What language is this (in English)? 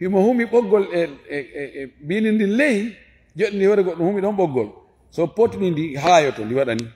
Fula